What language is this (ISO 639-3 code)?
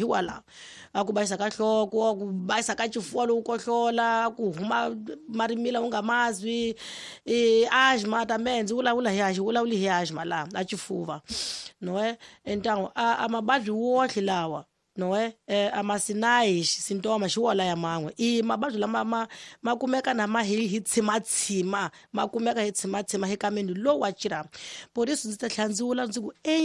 tso